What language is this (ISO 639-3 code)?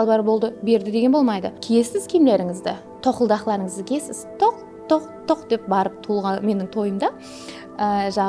kaa